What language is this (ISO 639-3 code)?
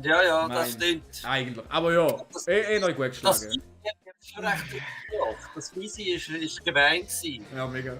gsw